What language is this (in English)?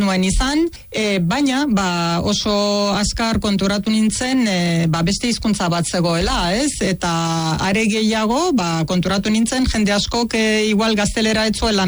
Basque